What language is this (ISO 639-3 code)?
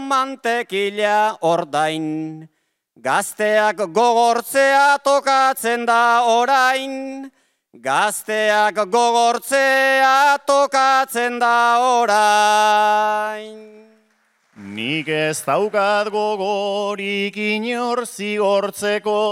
eus